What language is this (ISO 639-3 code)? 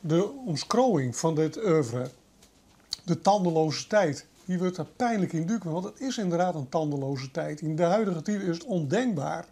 fry